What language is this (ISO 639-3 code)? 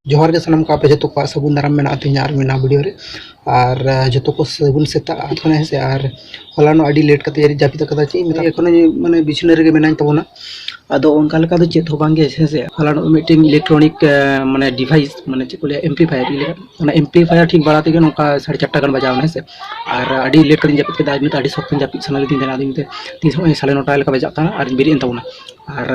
sat